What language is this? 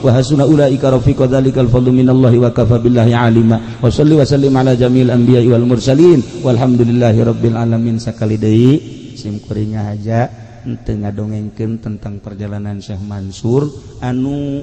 Sundanese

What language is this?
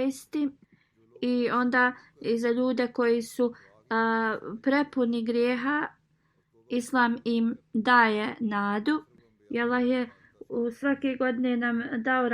Bosnian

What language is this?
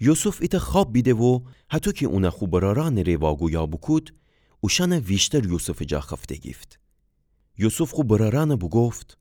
Gilaki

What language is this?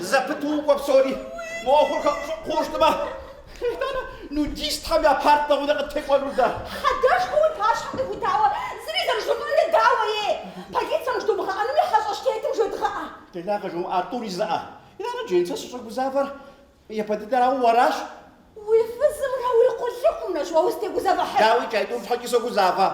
Kabardian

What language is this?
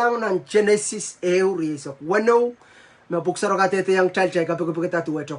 Pohnpeian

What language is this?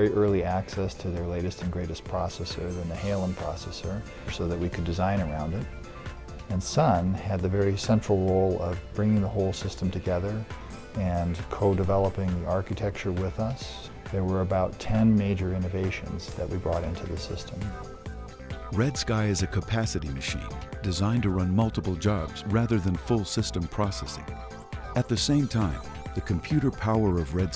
English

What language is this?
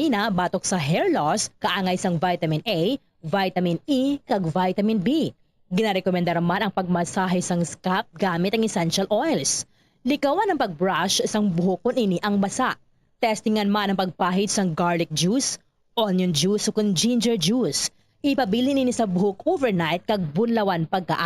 Hiligaynon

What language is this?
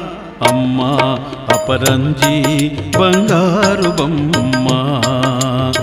Telugu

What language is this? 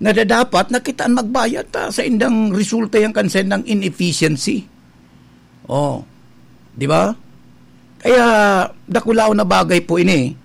Bikol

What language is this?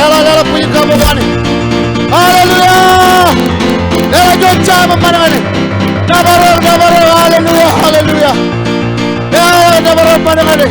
Marshallese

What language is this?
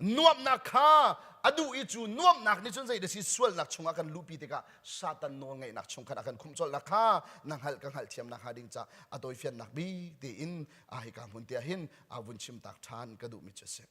Hakha Chin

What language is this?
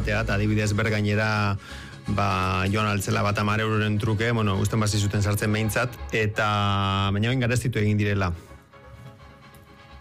Basque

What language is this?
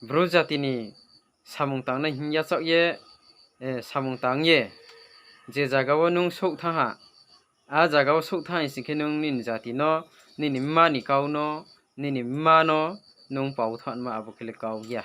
Riang (India)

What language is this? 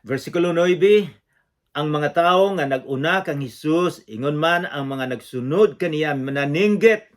Cebuano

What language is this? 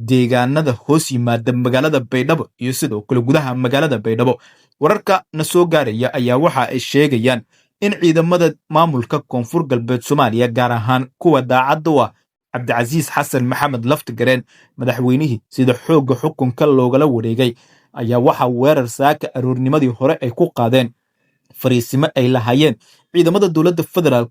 Somali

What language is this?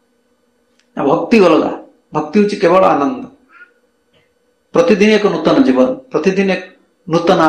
Odia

